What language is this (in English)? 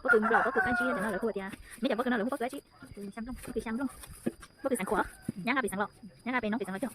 Hmong